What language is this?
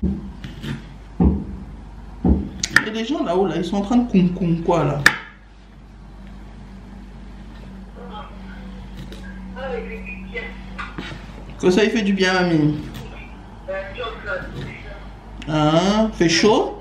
French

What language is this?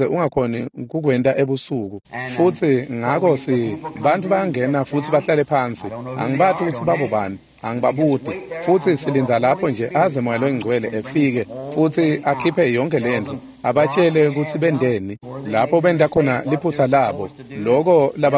Swati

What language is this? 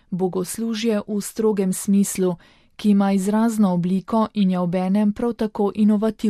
Slovenian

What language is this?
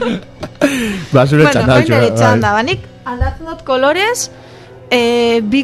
Basque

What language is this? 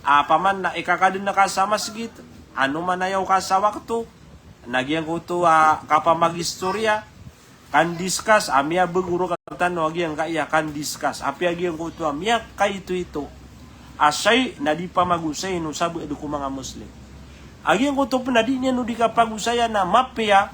Maranao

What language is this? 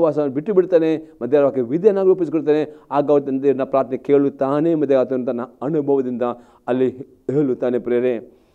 Kannada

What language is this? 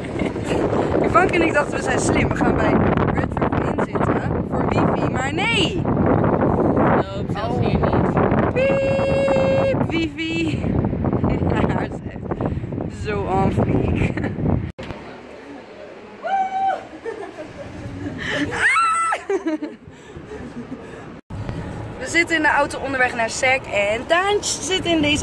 Dutch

